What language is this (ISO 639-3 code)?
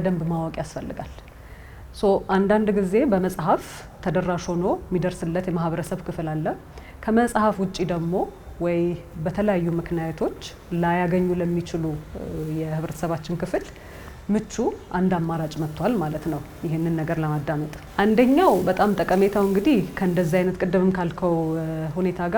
amh